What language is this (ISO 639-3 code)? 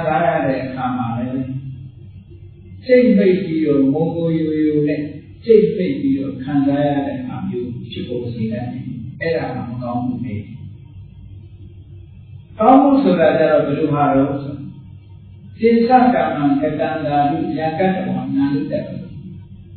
mya